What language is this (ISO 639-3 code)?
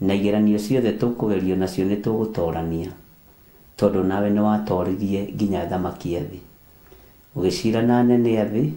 kik